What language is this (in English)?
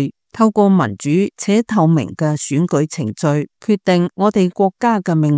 Cantonese